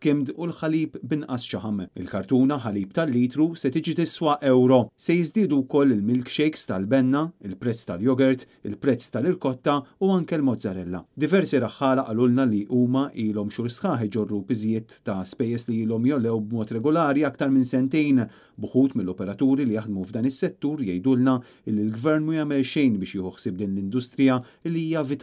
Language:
Maltese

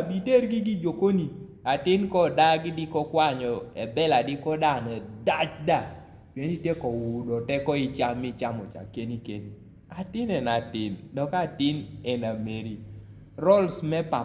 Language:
Kumam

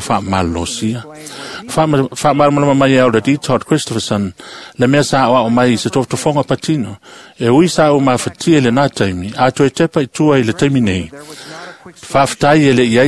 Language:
Samoan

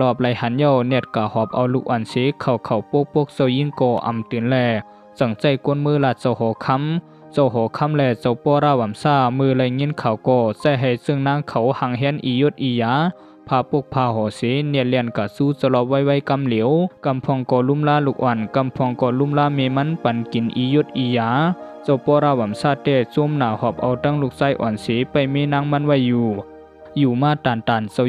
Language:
Shan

